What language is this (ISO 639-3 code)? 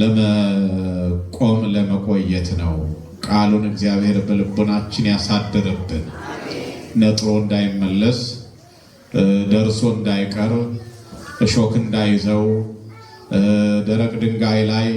amh